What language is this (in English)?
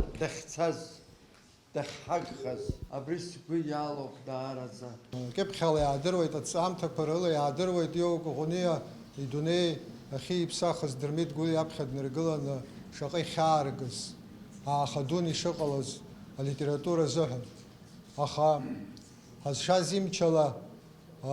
Abkhazian